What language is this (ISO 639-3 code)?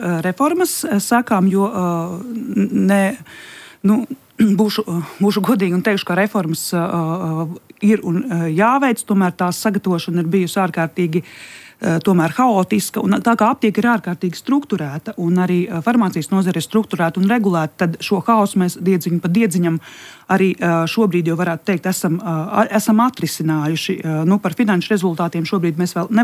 lav